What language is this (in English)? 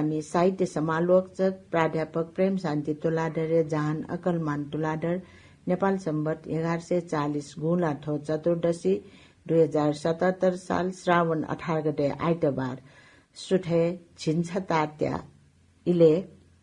Newari